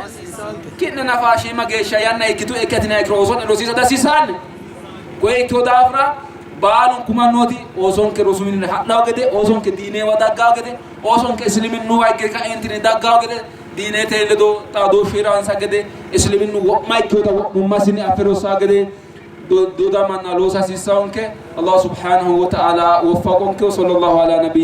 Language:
Sidamo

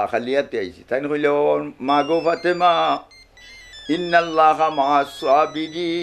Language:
Sylheti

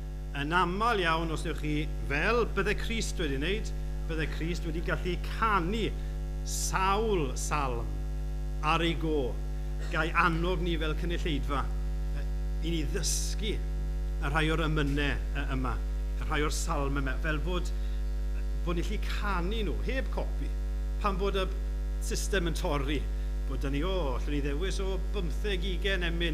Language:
Welsh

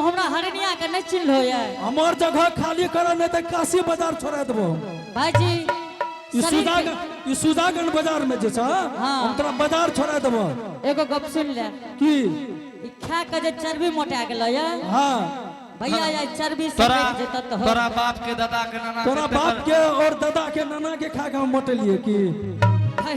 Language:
Angika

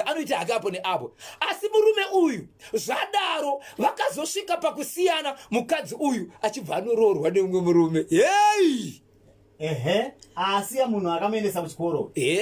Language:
Shona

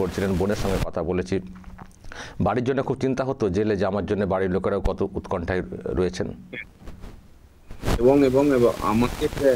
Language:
Bangla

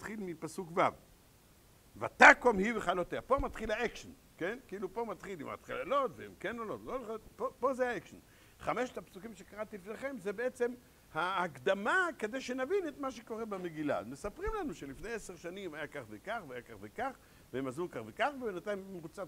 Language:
Hebrew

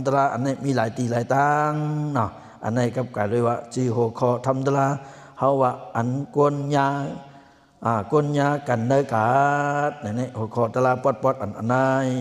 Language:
Shan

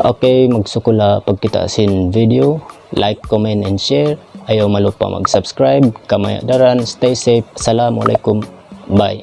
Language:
Tausug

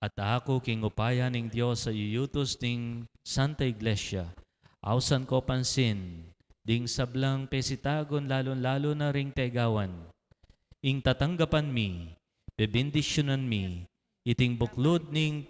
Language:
Pampanga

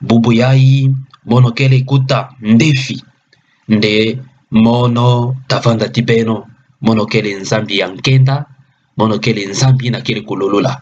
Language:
Kituba (Democratic Republic of Congo)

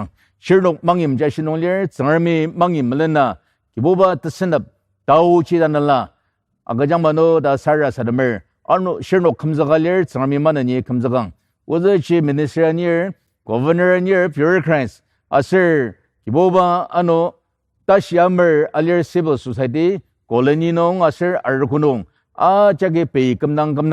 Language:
Ao Naga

